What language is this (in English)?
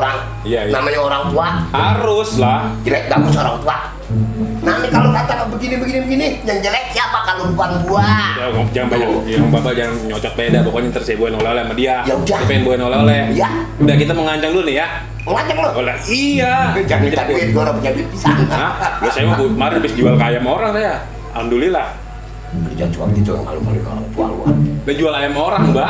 Betawi